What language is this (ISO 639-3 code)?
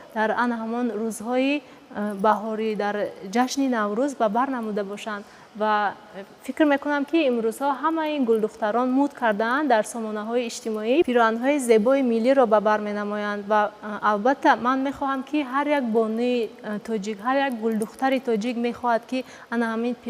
tgk